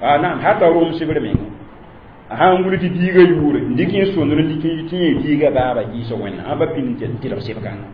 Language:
Mossi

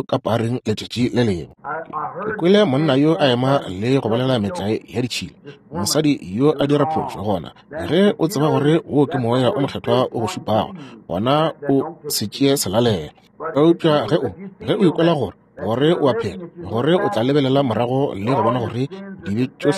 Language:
Northern Sotho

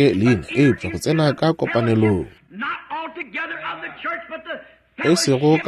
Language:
Northern Sotho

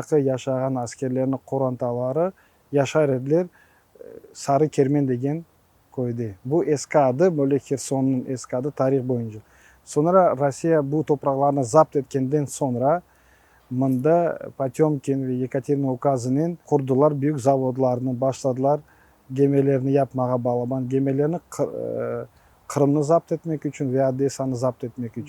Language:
Crimean Tatar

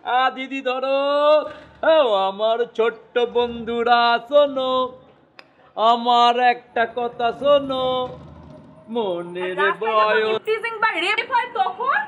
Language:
Bangla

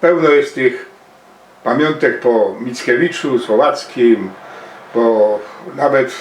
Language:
Silesian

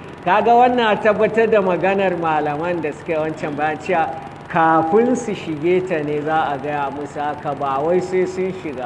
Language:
Hausa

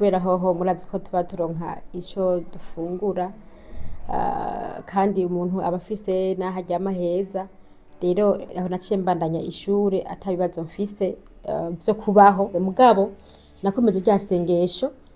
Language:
Rundi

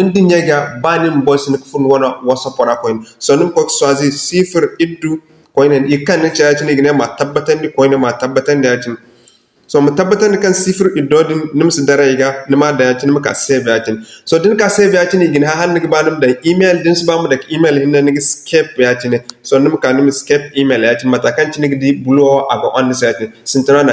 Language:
Zarma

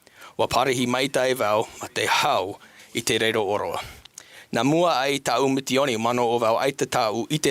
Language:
Tahitian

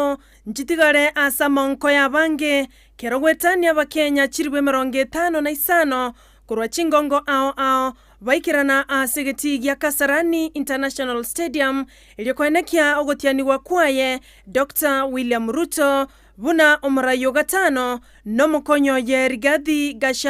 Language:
Gusii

